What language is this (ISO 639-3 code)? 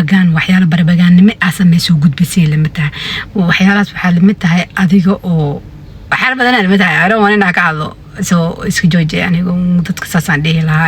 som